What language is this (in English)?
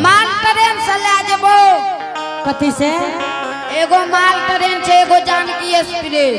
Angika